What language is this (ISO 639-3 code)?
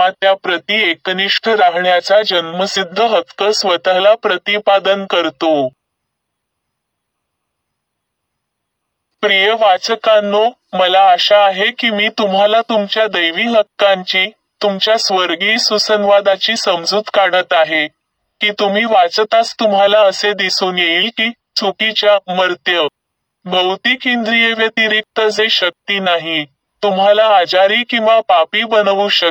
mar